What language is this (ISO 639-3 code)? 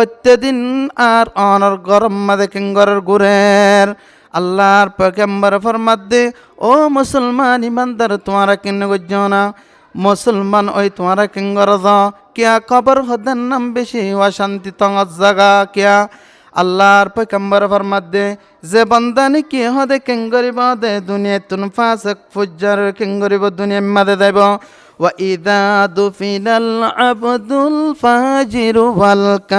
rhg